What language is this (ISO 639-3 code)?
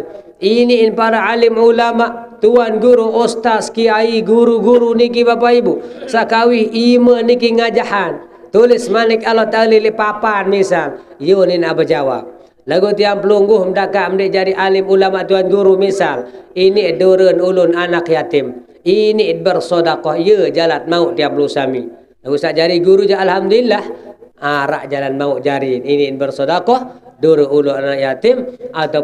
sas